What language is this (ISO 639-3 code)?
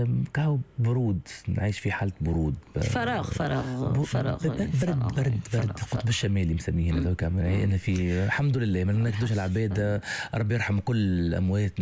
aeb